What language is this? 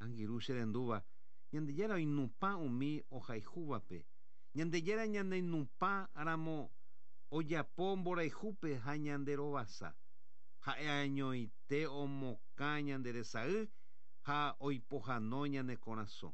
Guarani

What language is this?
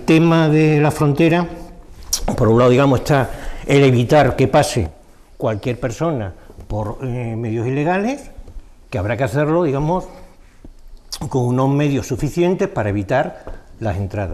Spanish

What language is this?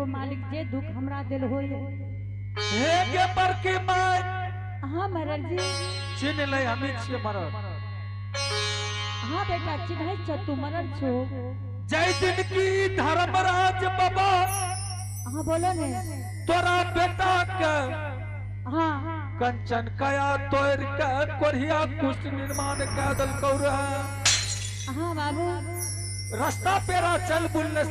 Angika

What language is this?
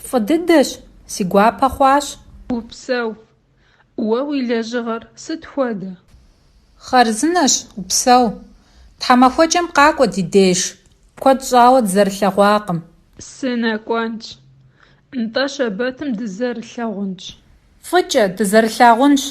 Kabardian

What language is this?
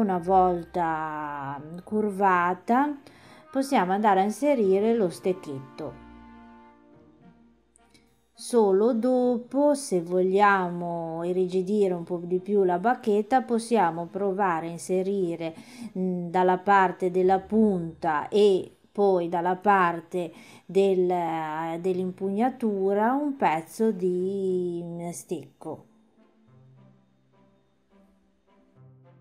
Italian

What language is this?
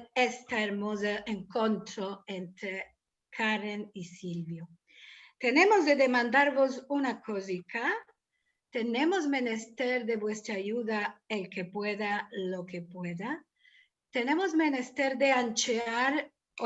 Ladino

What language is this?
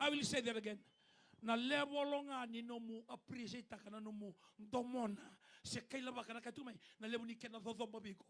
Fijian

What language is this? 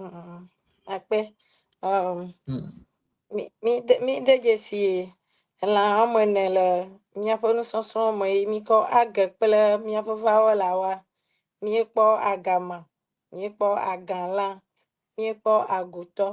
Ewe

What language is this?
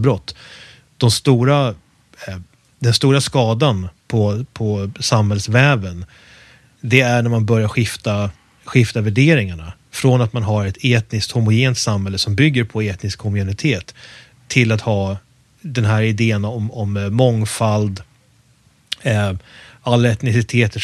Swedish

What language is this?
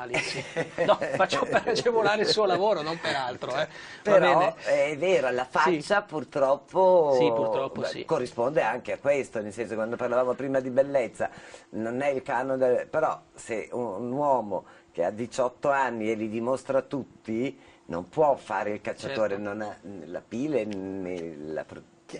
Italian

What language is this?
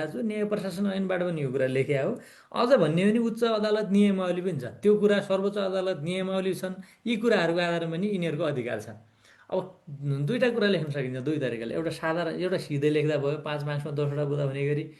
Nepali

